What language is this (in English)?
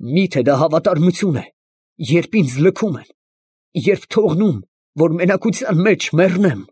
Armenian